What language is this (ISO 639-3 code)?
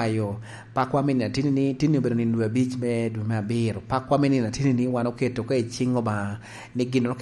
laj